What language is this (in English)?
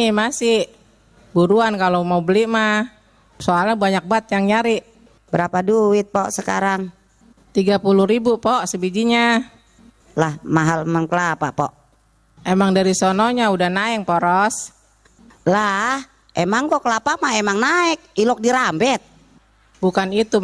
Betawi